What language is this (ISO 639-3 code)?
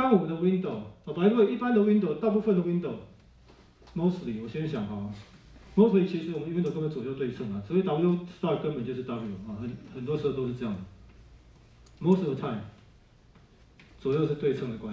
zho